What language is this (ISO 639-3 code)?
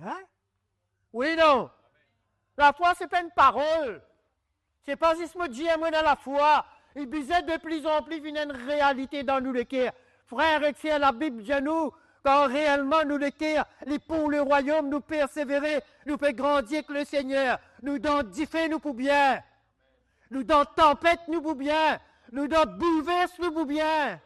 mfe